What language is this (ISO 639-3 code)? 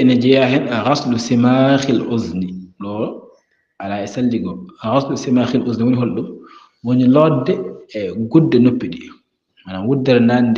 ful